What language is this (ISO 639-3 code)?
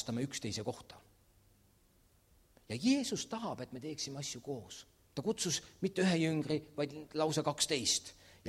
est